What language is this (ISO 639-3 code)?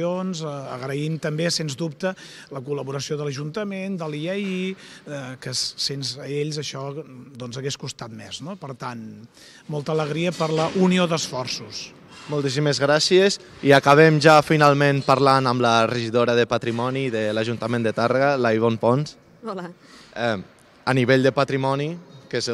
cat